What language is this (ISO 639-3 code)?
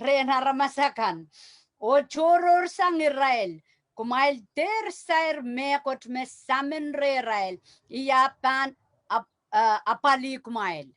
pon